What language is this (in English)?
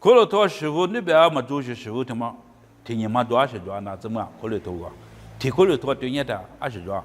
Lisu